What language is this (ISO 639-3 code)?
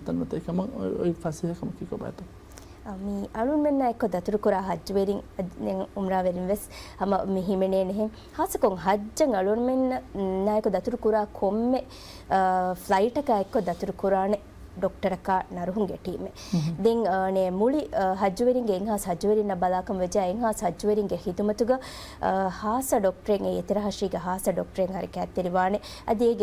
div